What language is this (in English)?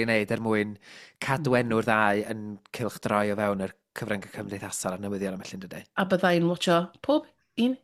Welsh